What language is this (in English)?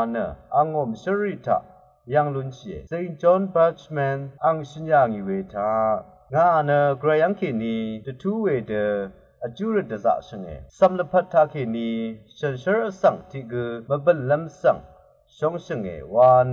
Rawang